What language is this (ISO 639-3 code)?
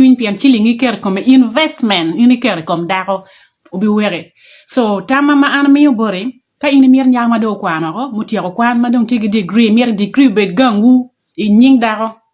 ach